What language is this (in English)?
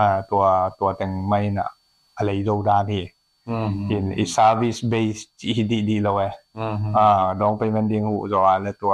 Tedim Chin